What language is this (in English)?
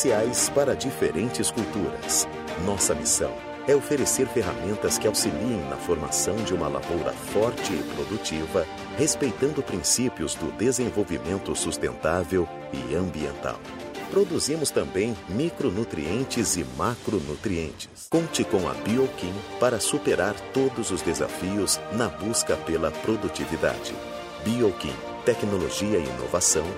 Portuguese